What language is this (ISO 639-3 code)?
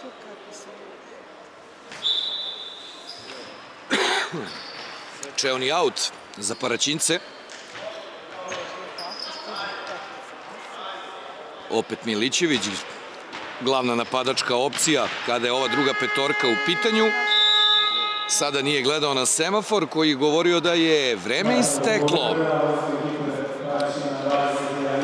srp